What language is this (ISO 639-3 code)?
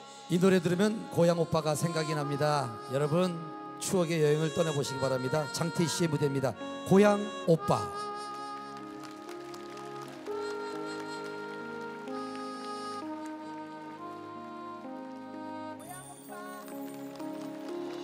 kor